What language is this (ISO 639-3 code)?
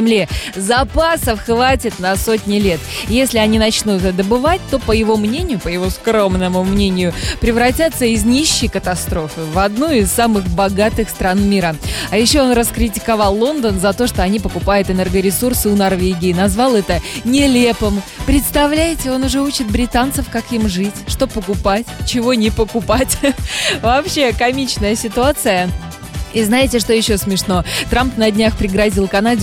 rus